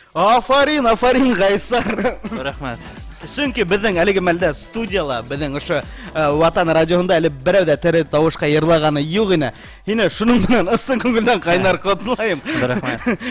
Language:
Bashkir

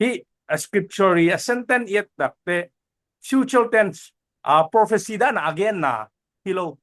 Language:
Tedim Chin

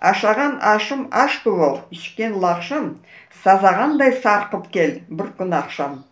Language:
Crimean Tatar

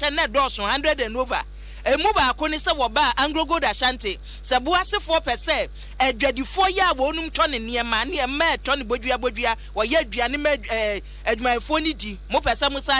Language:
Akan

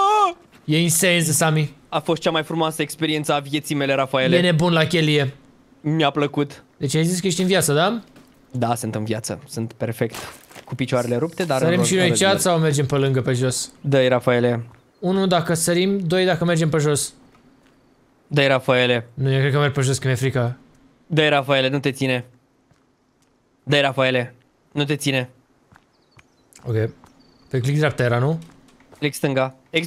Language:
Romanian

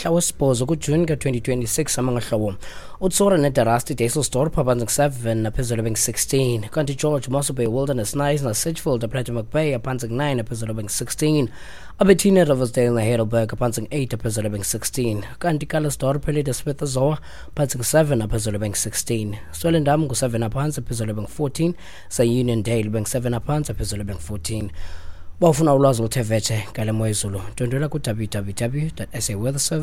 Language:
Xhosa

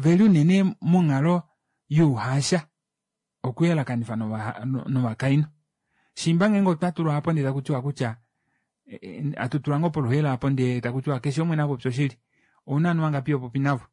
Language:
Kuanyama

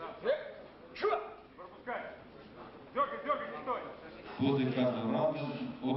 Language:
Russian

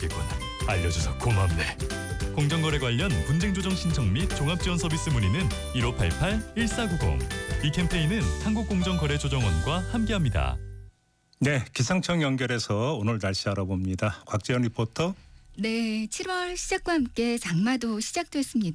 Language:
Korean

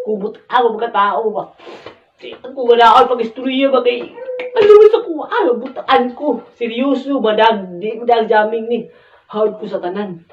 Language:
Cebuano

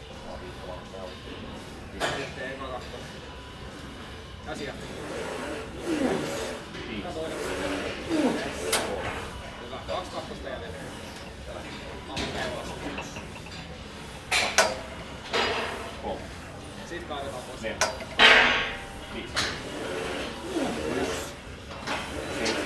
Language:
Finnish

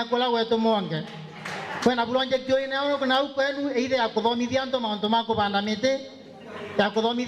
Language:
Meru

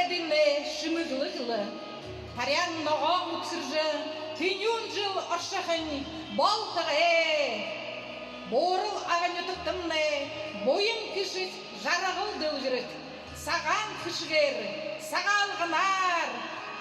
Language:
Buriat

